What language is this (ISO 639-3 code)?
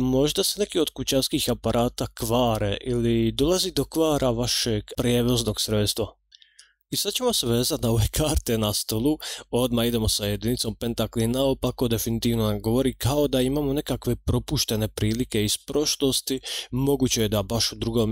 hrv